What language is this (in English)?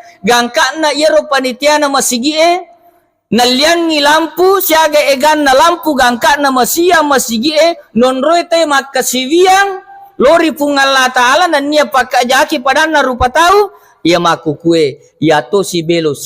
Buginese